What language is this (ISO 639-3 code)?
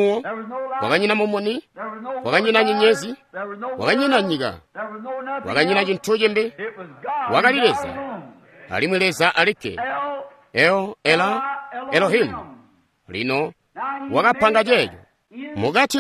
toi